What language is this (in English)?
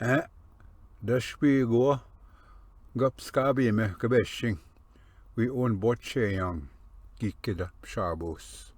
Ojibwa